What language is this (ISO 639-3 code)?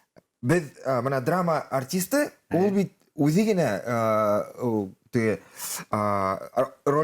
bak